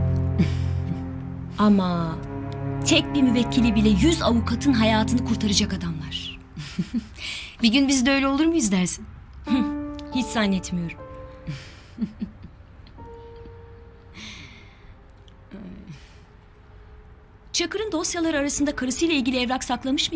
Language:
Turkish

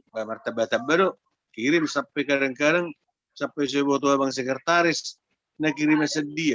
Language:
Batak Toba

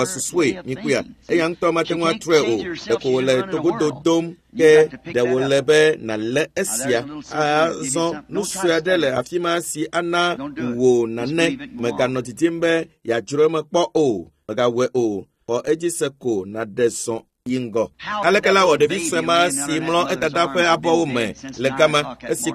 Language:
Ewe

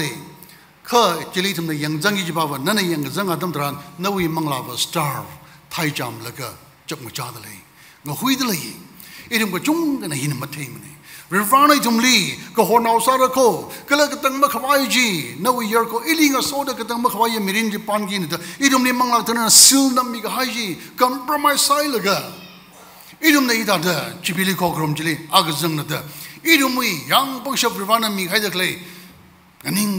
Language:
Tangkhul Naga (India)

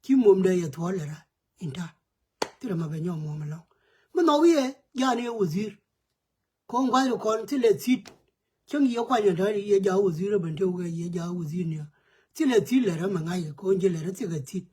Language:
Nuer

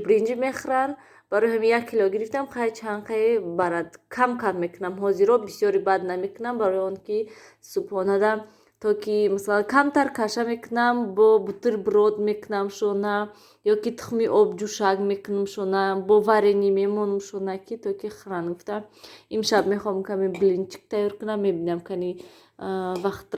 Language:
Tajik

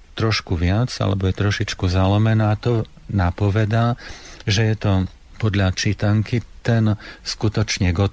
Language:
Slovak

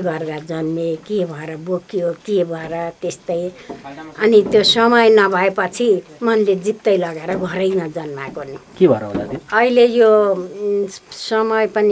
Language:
Nepali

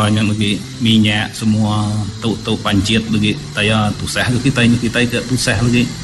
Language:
Iban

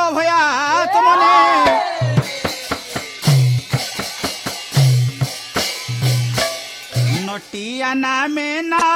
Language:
Odia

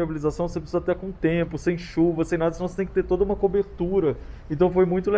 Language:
Portuguese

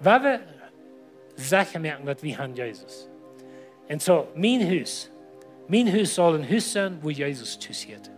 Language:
Plautdietsch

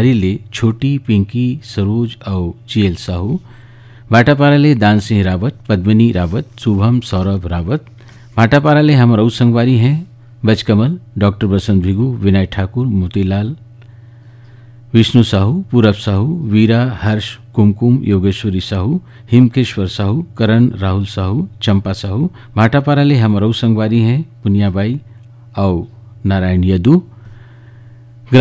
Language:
Chhattisgarhi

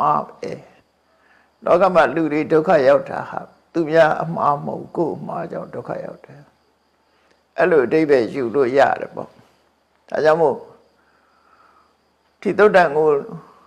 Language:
Burmese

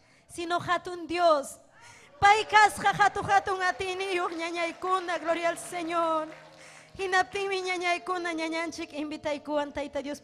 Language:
Ayacucho Quechua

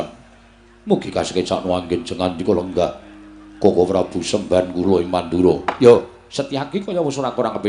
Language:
Javanese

